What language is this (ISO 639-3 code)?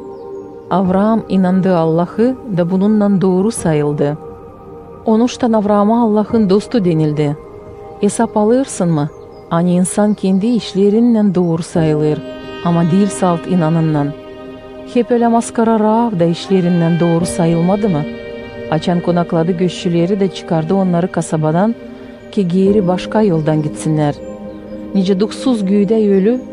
gag